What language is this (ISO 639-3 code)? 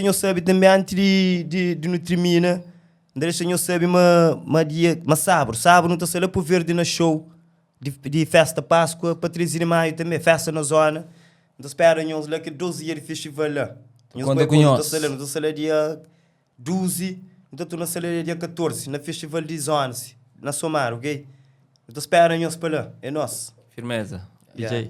kea